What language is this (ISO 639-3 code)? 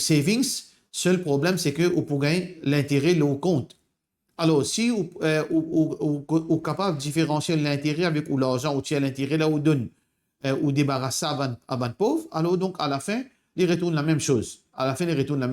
mfe